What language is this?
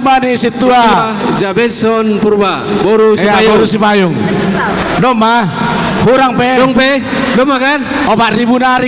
Batak Simalungun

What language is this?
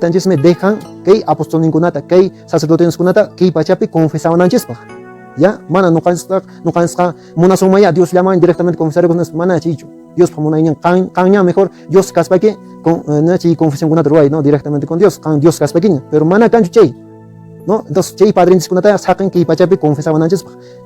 Quechua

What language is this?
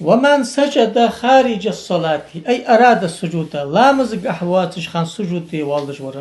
Ingush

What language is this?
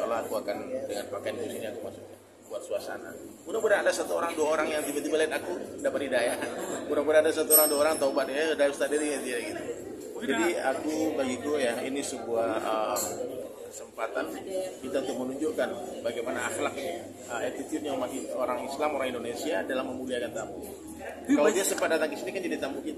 Indonesian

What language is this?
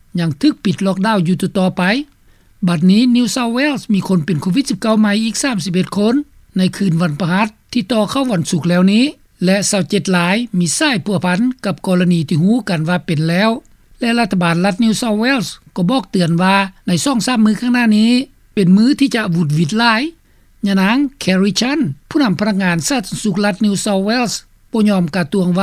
Lao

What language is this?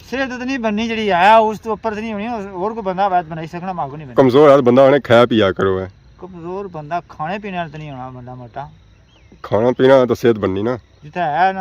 Pahari-Potwari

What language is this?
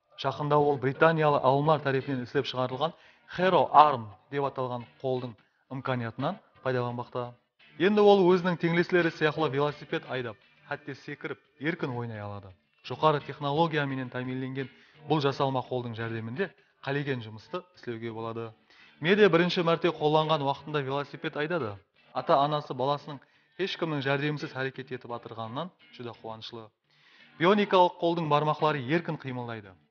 Kara-Kalpak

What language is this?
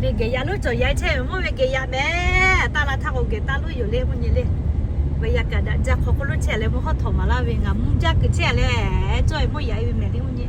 Lahu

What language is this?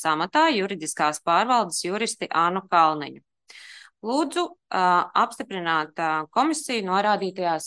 Latvian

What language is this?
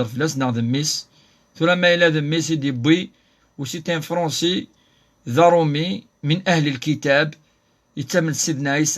Kabyle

